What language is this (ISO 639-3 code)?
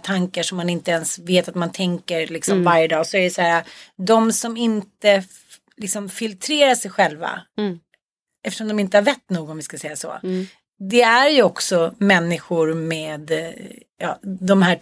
swe